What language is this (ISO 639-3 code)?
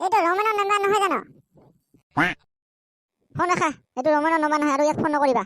asm